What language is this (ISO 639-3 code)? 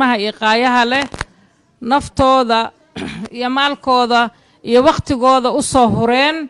som